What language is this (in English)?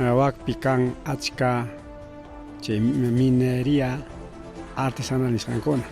Ayacucho Quechua